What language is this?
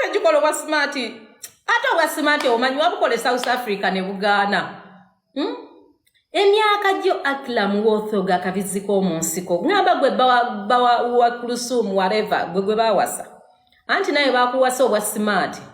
Ganda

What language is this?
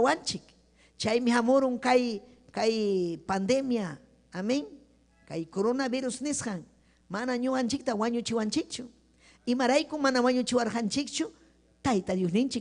Ayacucho Quechua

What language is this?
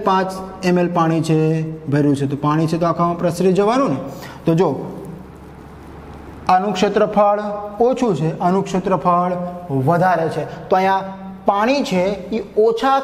Gujarati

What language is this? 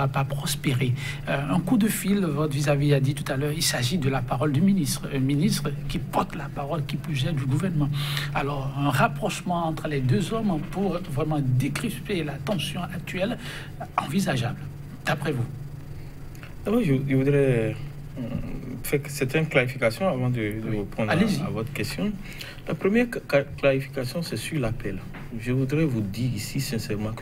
French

